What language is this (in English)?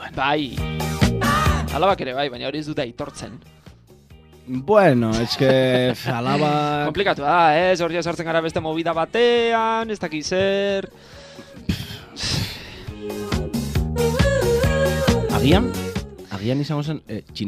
Basque